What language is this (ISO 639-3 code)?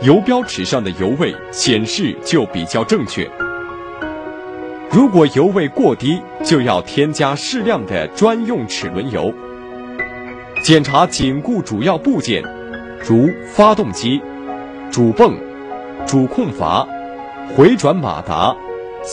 zho